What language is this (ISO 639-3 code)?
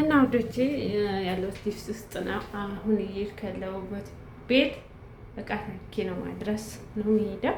amh